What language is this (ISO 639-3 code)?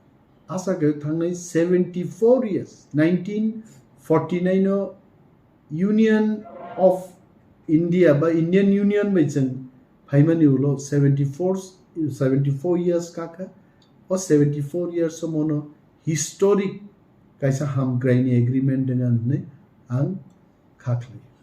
trp